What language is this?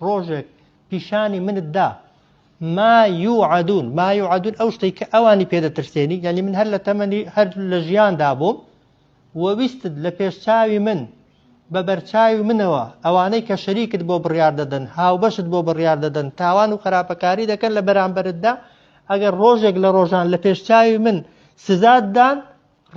Central Kurdish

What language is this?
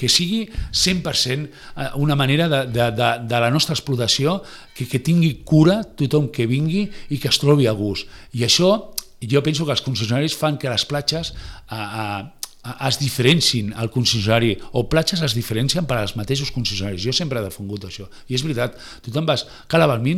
Catalan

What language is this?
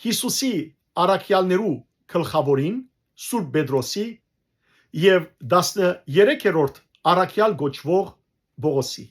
Western Armenian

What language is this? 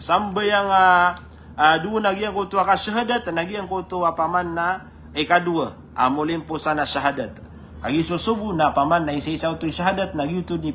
Maranao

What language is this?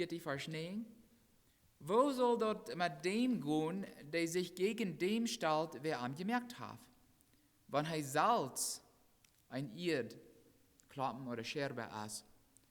Plautdietsch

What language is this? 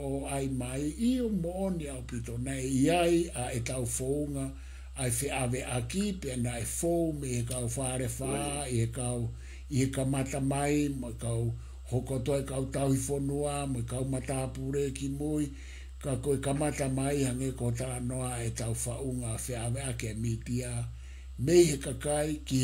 Tongan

